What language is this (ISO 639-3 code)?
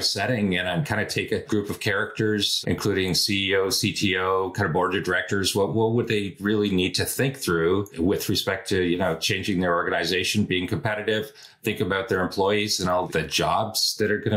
eng